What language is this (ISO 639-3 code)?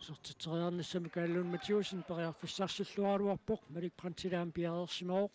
kal